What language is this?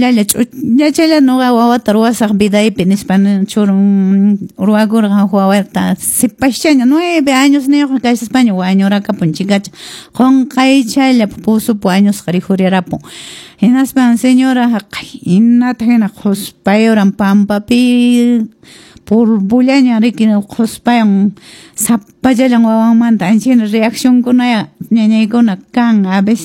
Quechua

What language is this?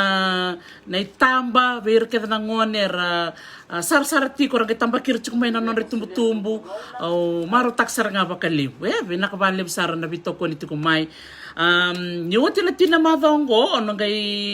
Fijian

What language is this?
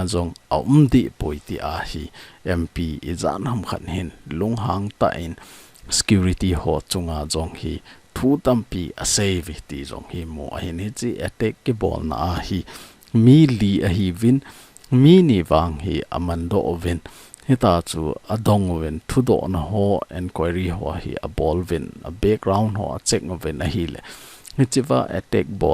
Thado Chin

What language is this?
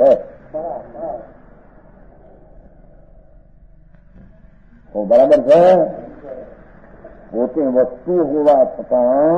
Gujarati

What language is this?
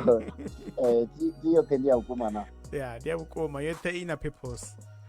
Venda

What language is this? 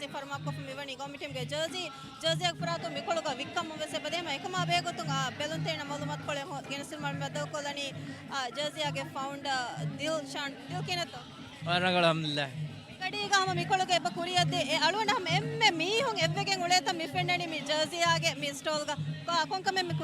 Divehi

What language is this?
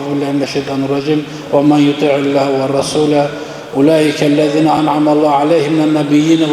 Kumyk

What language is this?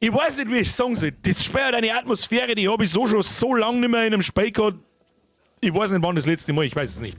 Bavarian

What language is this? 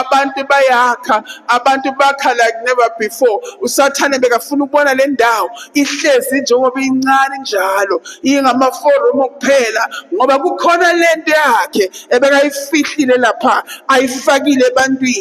Zulu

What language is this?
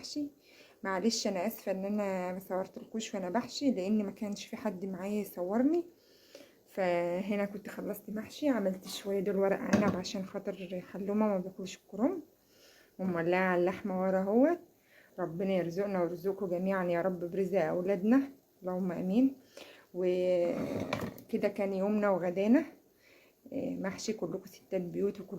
Egyptian Arabic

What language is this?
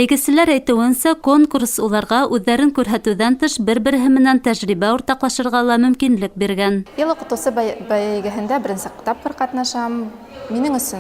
Bashkir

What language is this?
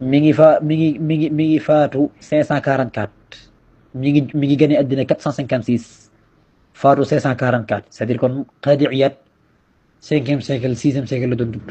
Wolof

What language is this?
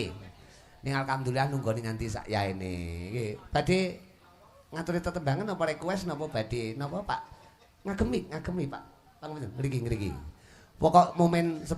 Javanese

